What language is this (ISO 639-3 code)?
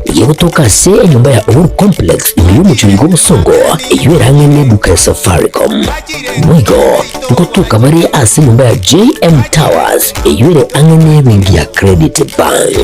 guz